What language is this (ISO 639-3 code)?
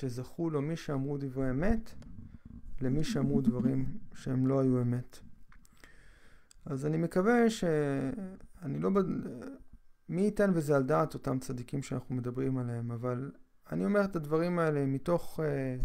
heb